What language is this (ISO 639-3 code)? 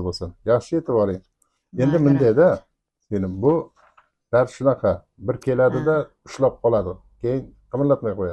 uzb